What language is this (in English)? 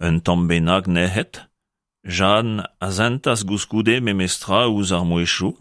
Breton